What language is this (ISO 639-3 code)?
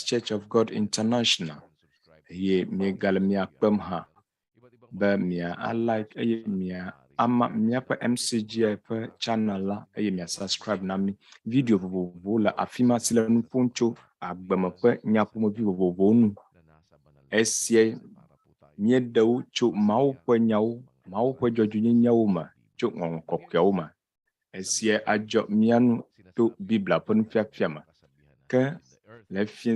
ewe